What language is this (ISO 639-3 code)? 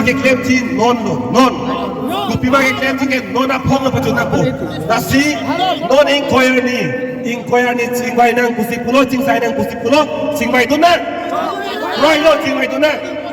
mjw